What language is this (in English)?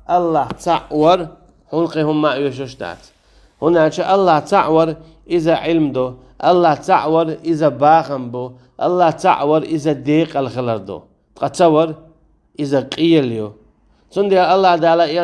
Chechen